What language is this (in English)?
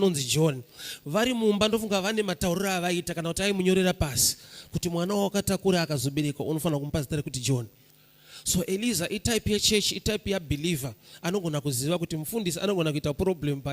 Shona